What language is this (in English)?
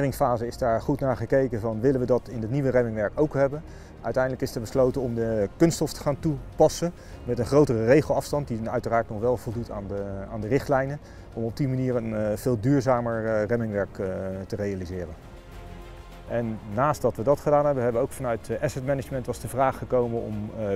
Dutch